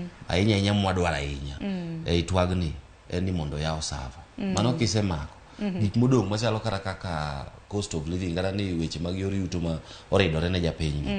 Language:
Luo (Kenya and Tanzania)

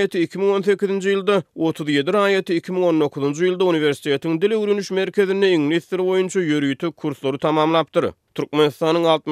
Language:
Turkmen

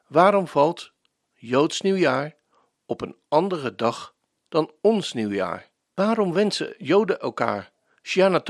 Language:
Dutch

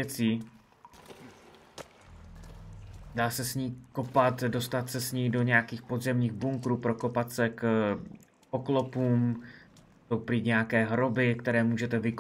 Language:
Czech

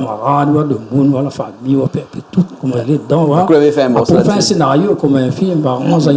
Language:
Réunion Creole French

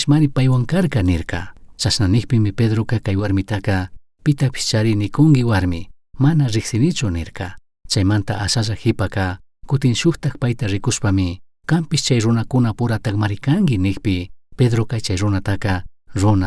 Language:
Chimborazo Highland Quichua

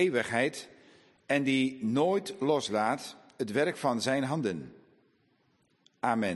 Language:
Dutch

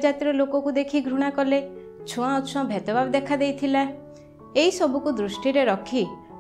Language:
Odia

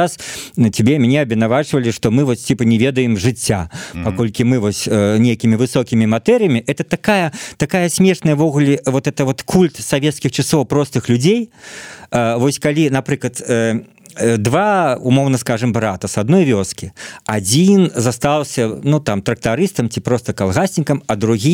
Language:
Belarusian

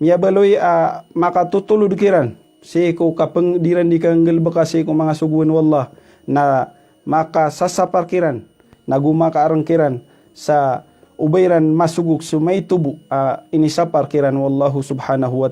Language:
Maranao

